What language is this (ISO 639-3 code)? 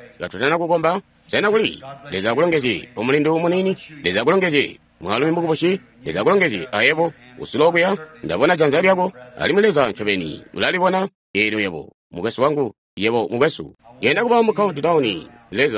toi